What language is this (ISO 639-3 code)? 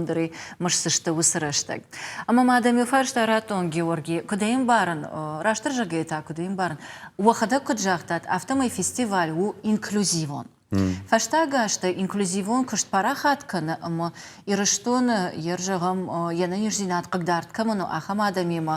oss